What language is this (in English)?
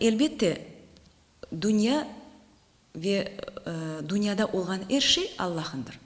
Crimean Tatar